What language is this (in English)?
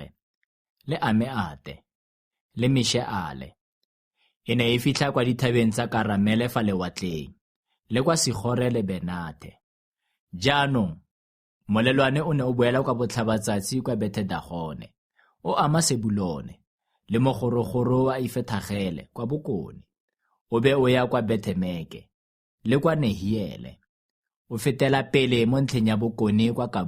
Tswana